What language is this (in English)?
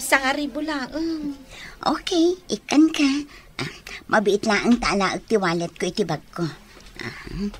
Iloko